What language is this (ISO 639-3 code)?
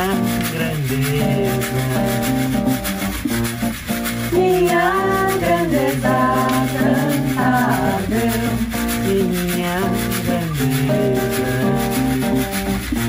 eng